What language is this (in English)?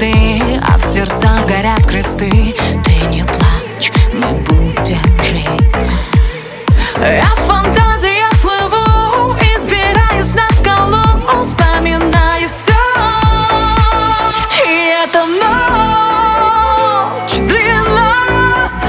Russian